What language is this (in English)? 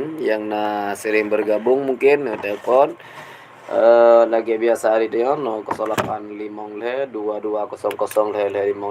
Achinese